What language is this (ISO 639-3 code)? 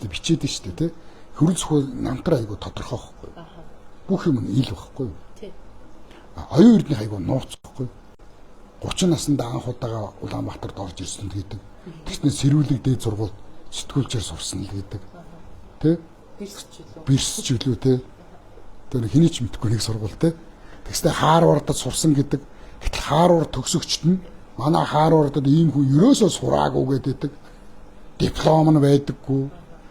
mon